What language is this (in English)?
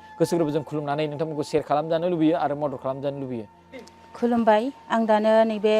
Bodo